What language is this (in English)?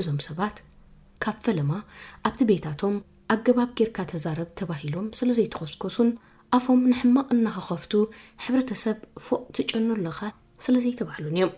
Tigrinya